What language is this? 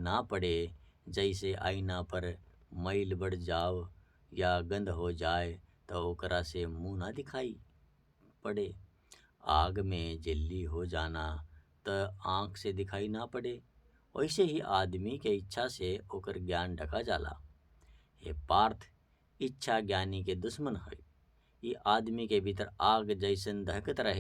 Bhojpuri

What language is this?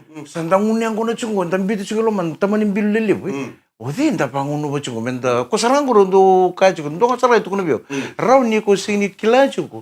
Fijian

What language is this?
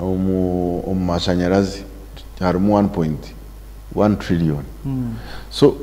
Nyankole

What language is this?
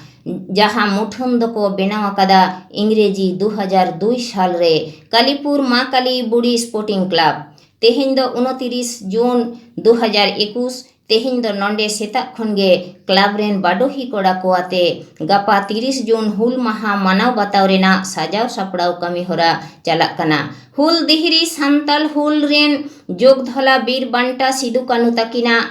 Santali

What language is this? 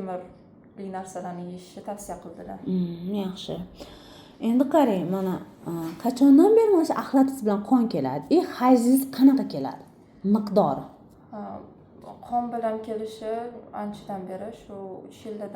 Uzbek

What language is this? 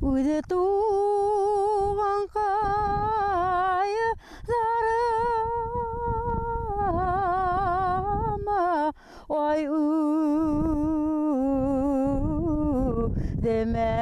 Bashkir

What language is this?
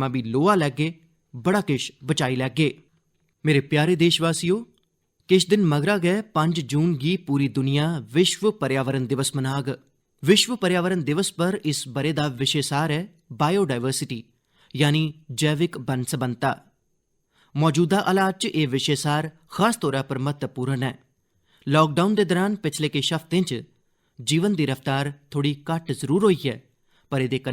Dogri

